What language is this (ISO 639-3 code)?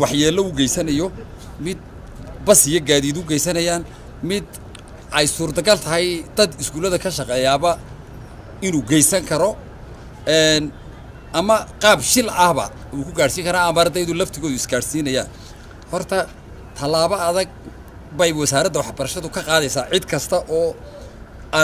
som